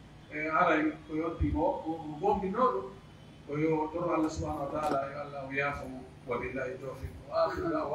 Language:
Pular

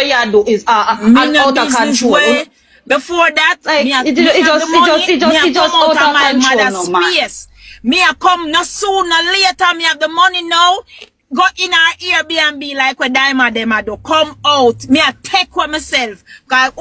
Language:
Jamaican Creole English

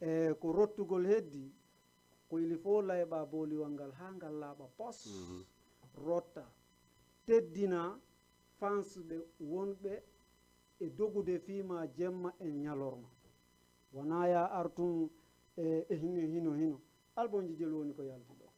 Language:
Fula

